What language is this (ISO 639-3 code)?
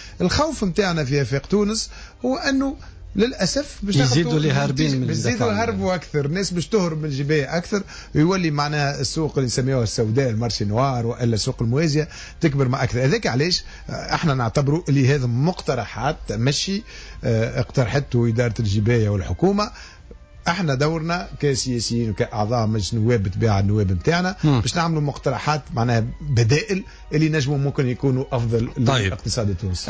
aeb